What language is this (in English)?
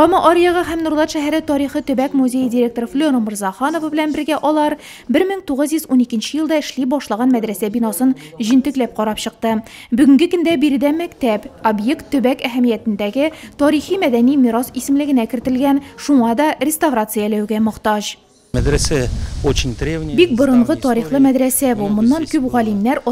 Tatar